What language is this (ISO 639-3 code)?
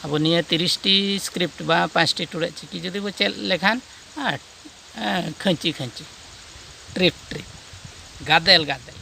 sat